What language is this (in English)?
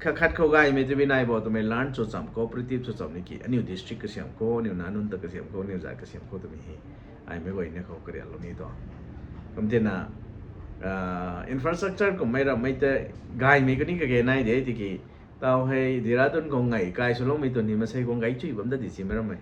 Rongmei Naga